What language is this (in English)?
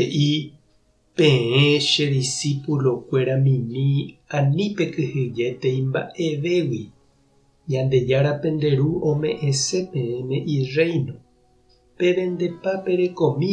Guarani